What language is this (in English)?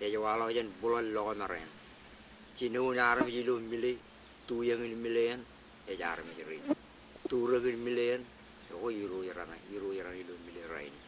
Marshallese